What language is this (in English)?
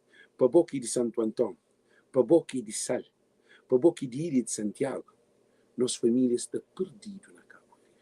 Kabuverdianu